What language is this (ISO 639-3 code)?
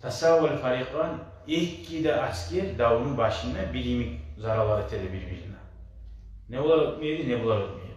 kum